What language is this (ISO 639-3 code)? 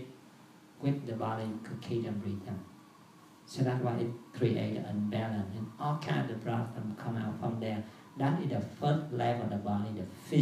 eng